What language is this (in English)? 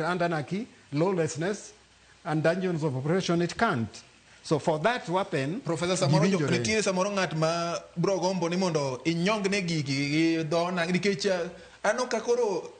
Luo (Kenya and Tanzania)